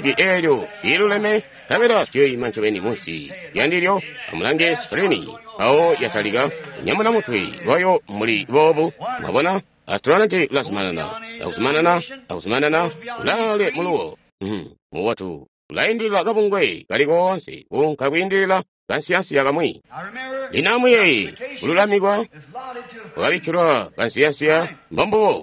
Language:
Tonga (Zambia)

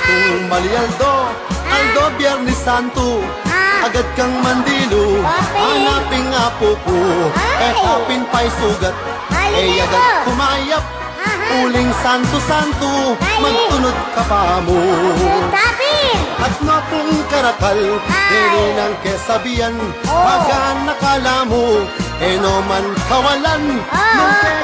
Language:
Pampanga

